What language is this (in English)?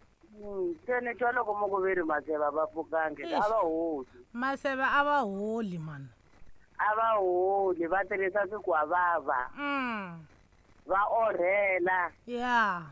Tsonga